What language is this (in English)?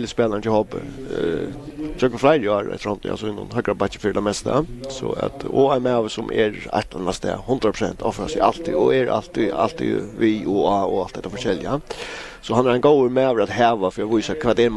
Faroese